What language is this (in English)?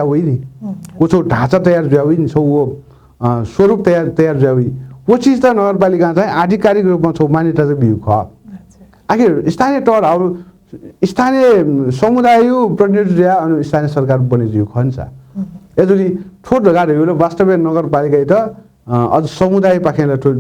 Newari